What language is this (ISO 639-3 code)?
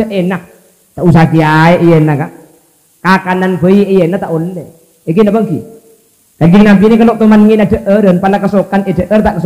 mad